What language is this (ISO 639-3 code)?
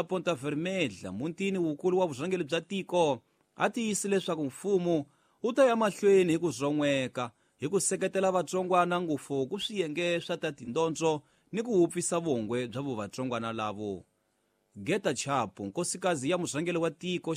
tso